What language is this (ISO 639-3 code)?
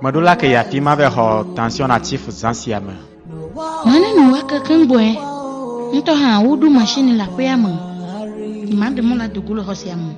ewe